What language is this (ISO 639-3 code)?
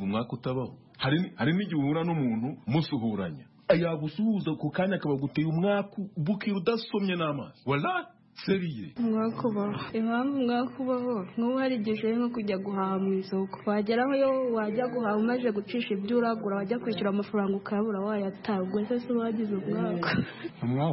kin